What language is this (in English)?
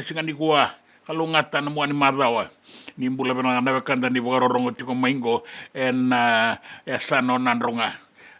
Fijian